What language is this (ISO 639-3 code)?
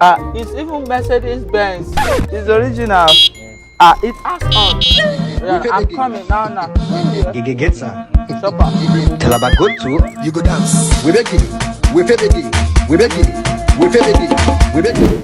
pcm